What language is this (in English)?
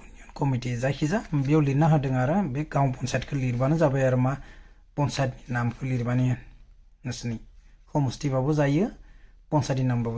Bodo